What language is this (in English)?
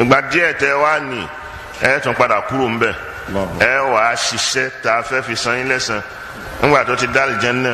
Yoruba